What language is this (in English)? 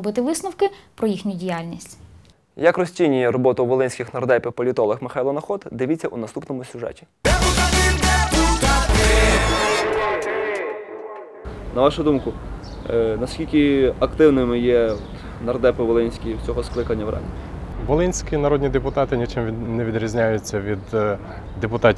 Ukrainian